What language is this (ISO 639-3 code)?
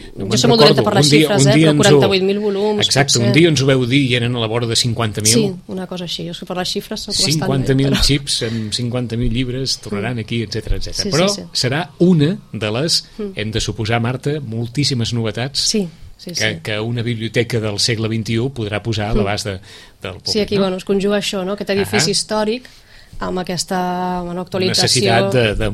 cat